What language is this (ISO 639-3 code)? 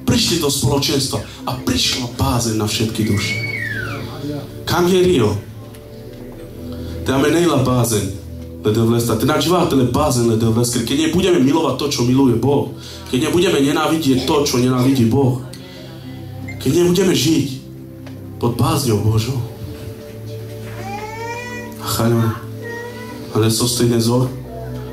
slk